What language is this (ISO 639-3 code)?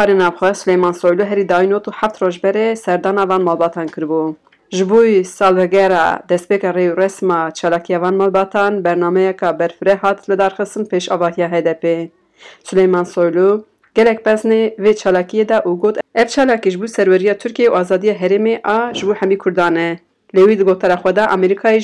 kur